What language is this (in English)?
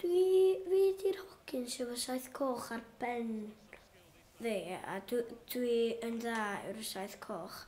Welsh